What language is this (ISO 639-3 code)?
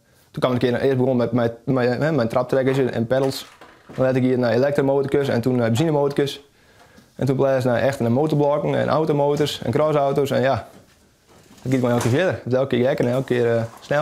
fry